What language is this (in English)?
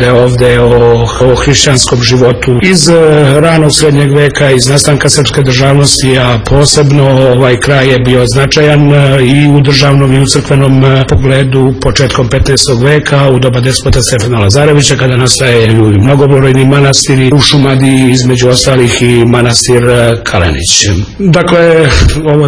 Serbian